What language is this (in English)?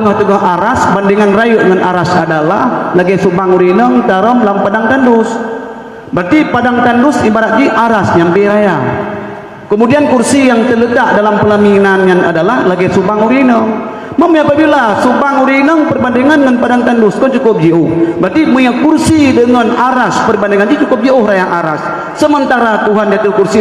Achinese